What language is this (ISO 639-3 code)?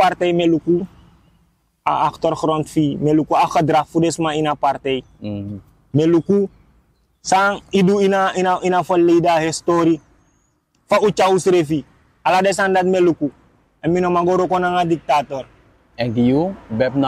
srn